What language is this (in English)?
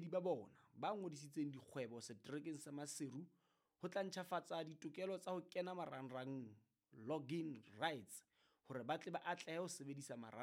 Southern Sotho